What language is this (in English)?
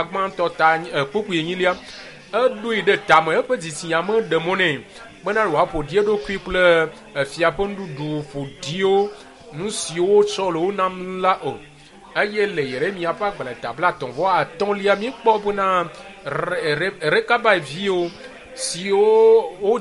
Ewe